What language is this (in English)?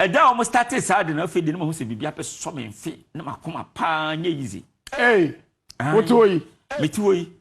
Akan